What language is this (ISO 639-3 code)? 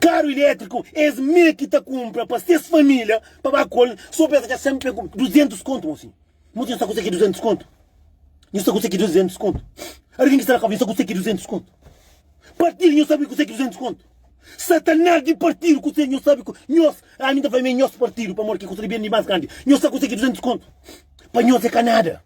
kea